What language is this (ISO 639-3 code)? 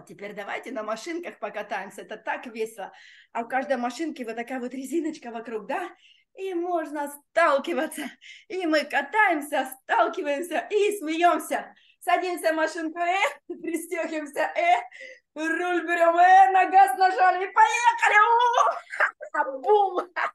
rus